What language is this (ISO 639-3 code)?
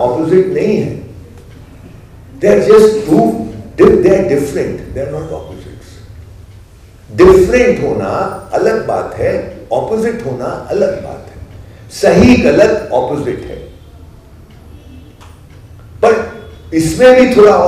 hin